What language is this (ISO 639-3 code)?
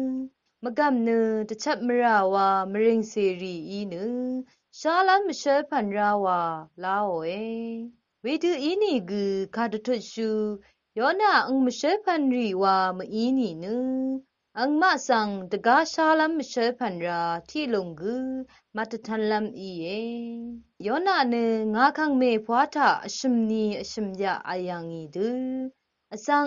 raw